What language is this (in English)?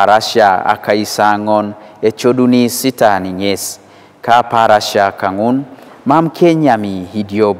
Teso